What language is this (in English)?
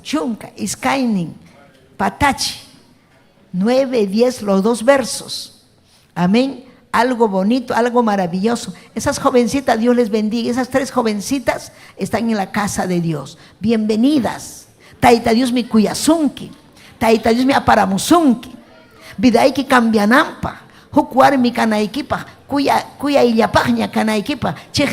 Ayacucho Quechua